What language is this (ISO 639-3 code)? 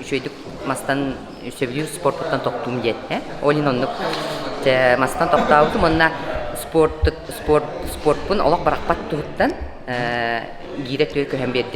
sah